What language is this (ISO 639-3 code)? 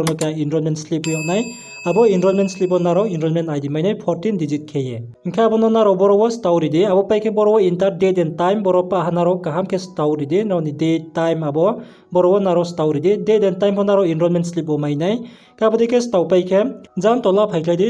ria